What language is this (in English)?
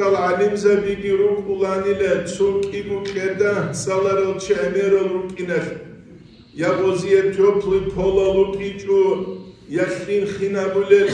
Avaric